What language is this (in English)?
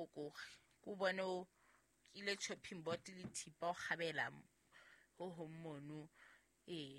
Southern Sotho